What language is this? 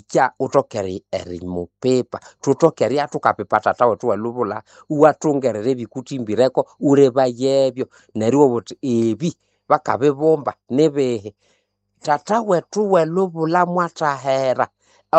Nande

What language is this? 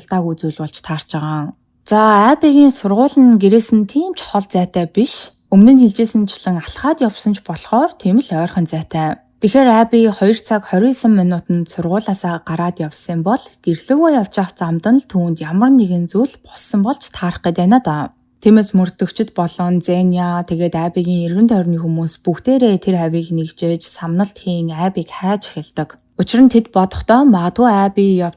Mongolian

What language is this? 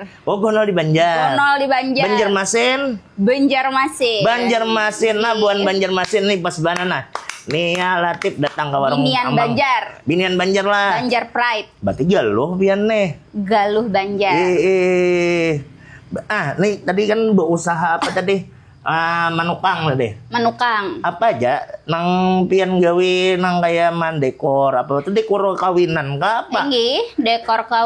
Banjar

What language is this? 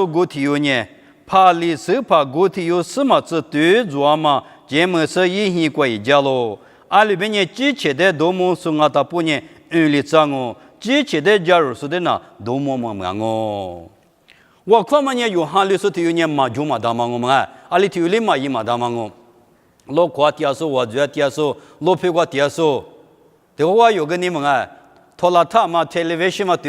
Lisu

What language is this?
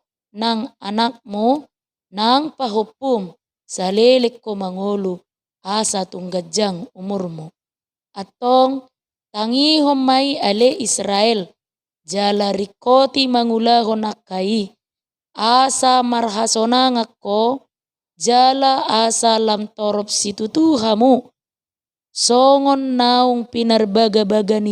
Batak Toba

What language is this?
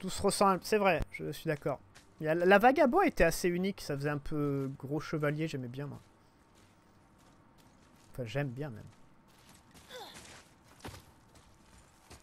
French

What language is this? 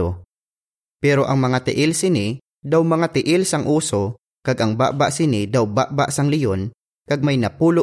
Hiligaynon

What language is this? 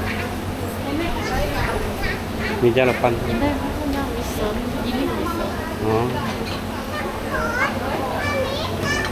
Malay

